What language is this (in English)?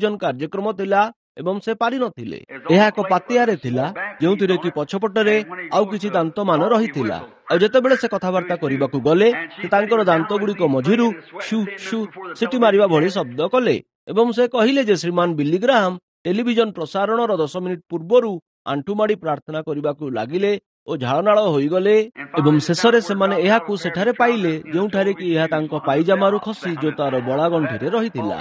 Odia